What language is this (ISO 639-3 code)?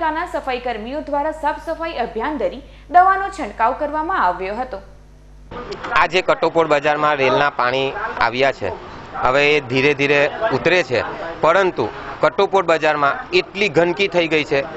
guj